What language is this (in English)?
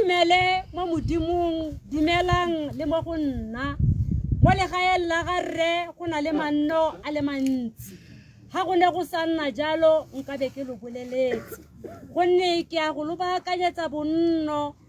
Tswana